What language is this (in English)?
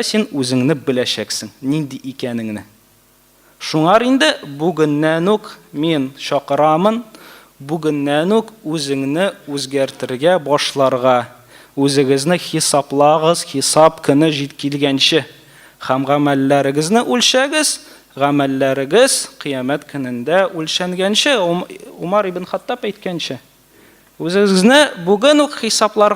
Tatar